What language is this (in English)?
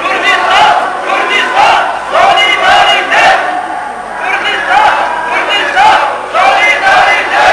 Kurdish